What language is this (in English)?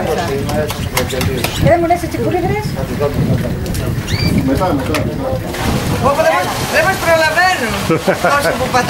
Greek